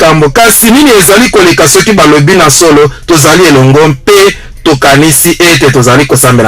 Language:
Lingala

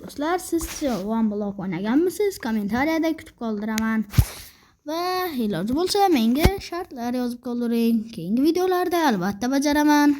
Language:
Uzbek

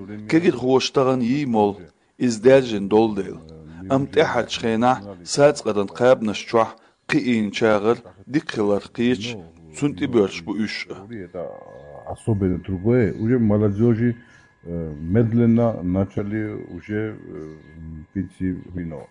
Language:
Chechen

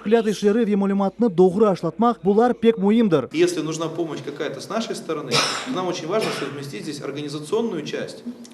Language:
Crimean Tatar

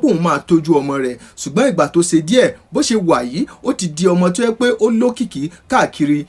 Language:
Yoruba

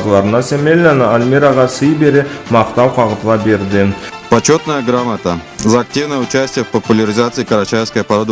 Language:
Karachay-Balkar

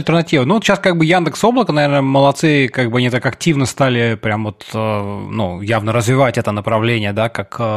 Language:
Russian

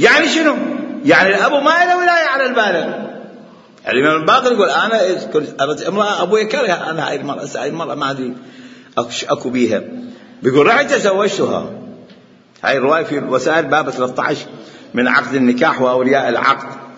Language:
Mesopotamian Arabic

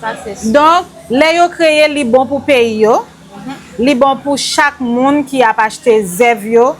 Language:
Haitian Creole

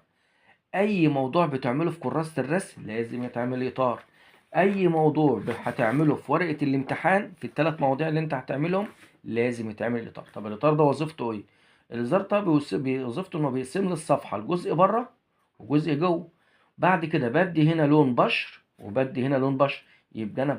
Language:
Egyptian Arabic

